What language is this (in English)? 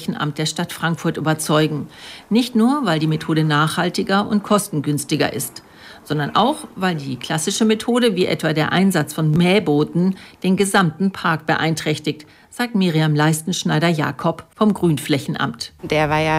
German